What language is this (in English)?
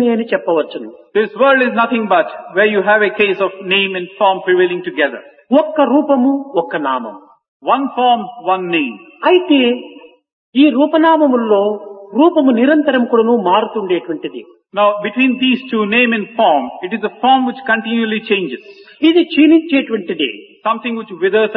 Telugu